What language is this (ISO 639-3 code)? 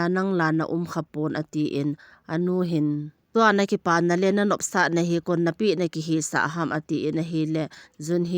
tcz